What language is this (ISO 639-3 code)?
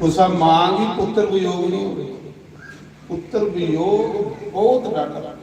doi